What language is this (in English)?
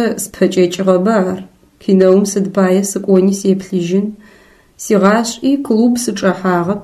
Adyghe